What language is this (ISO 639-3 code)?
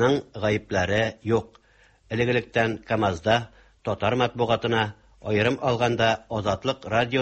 tat